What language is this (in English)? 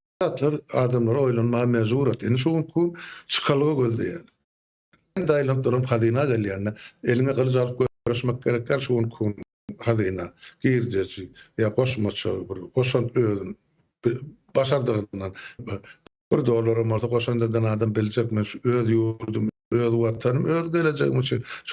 Turkmen